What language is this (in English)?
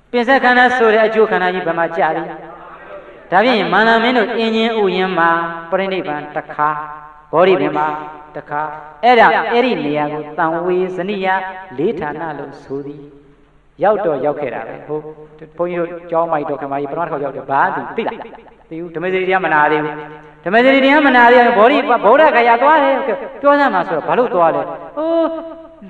Burmese